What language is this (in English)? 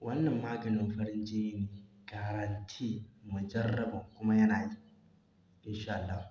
Hausa